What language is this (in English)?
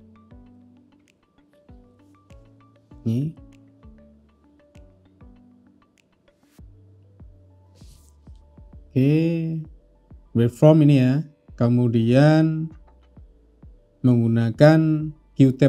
Indonesian